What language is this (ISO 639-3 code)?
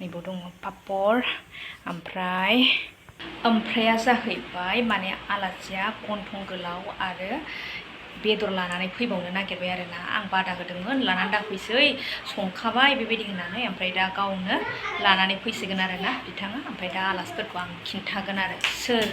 brx